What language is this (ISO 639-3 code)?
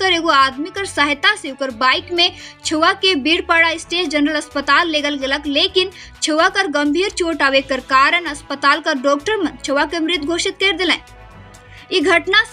sck